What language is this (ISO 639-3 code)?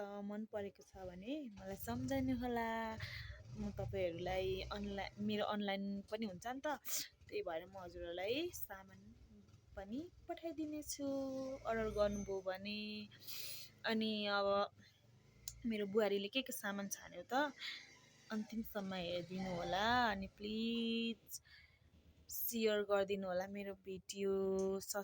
nep